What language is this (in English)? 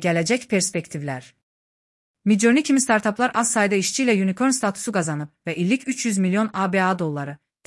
Azerbaijani